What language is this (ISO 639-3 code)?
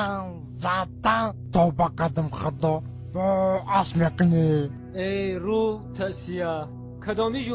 tgk